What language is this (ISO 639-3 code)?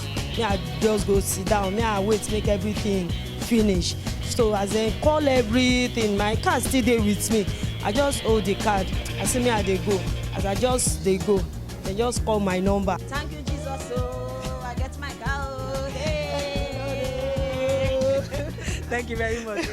pcm